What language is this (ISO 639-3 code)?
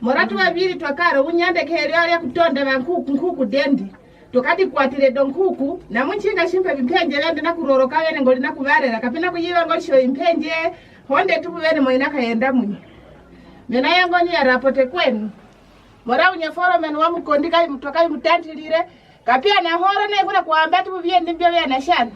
kwn